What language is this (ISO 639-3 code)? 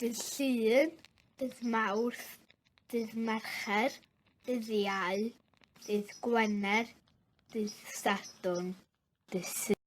cym